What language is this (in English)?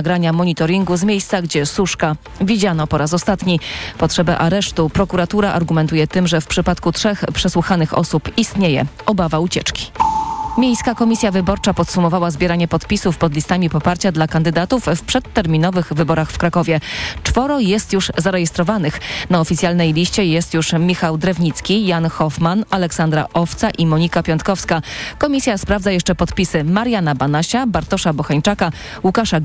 Polish